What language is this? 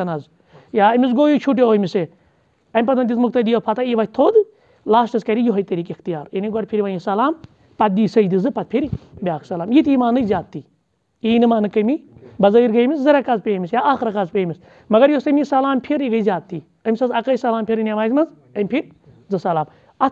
Kashmiri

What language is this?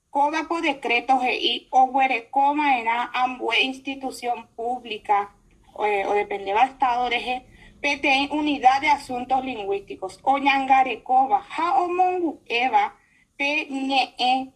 Guarani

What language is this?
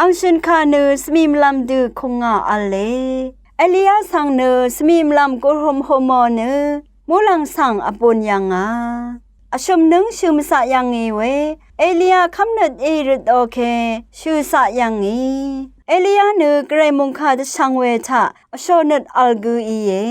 Rawang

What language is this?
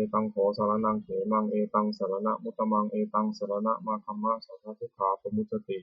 Pali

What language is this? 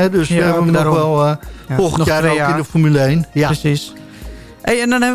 Dutch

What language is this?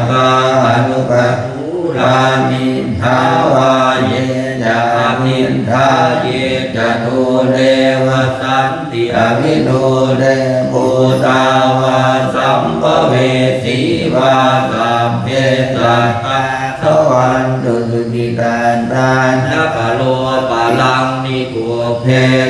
Pali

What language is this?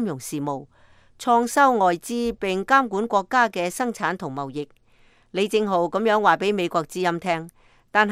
Cantonese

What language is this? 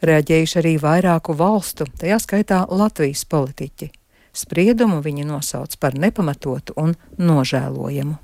Latvian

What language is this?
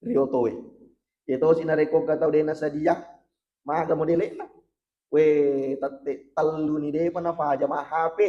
Buginese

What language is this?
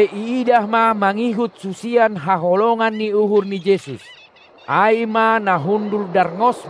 Batak Simalungun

